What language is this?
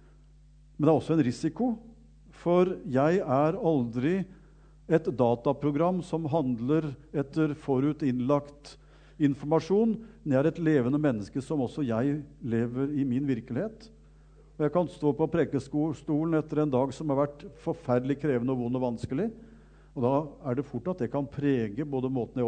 Norwegian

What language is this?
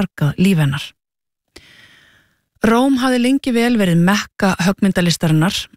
Icelandic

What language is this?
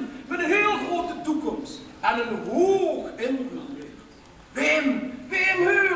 Limburgish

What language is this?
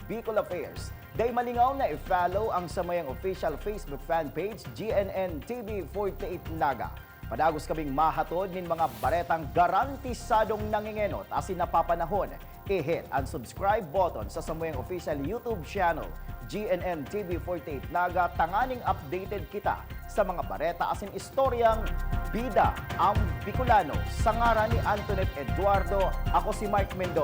Bikol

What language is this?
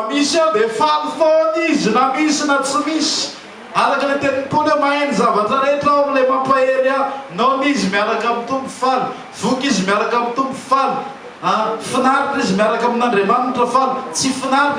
Malagasy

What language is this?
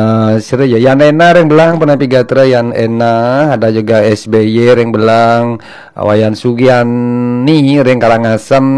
Balinese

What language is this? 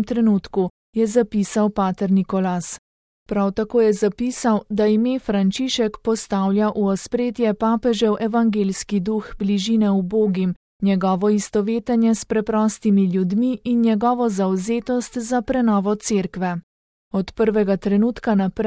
Slovenian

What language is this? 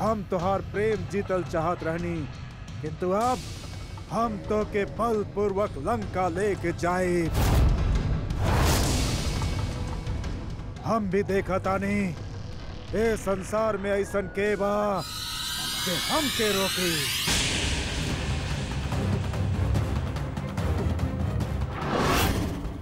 Bhojpuri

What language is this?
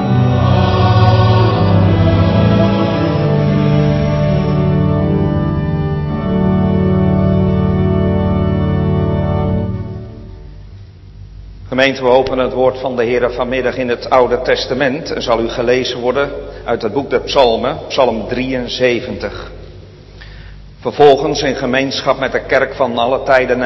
Dutch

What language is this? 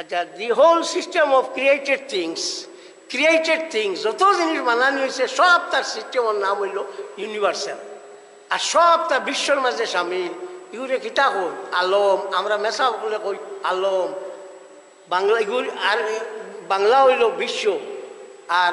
Sylheti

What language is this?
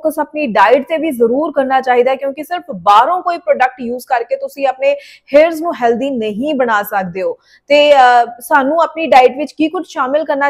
Punjabi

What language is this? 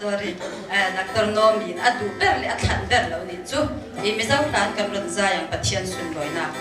Hakha Chin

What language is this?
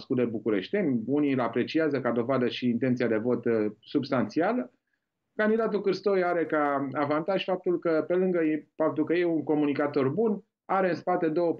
Romanian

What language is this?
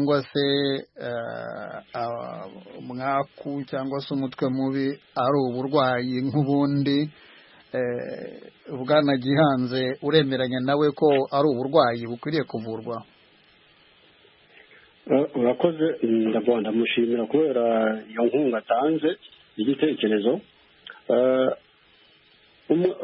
Kinyarwanda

